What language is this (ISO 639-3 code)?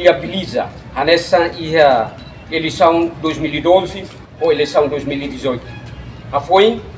tet